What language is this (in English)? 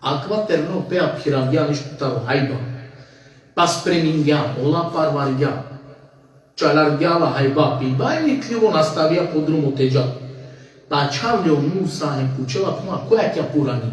Balkan Romani